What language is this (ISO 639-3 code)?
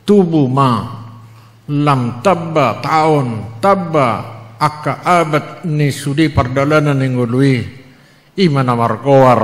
bbc